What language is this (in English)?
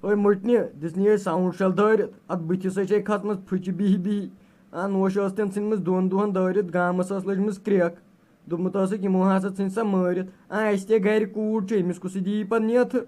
Kashmiri